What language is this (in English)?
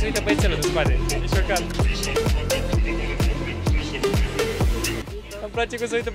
Romanian